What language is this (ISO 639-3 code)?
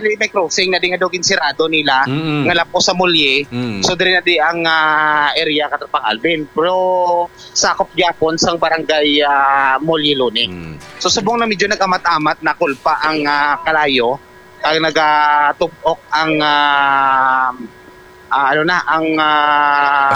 hil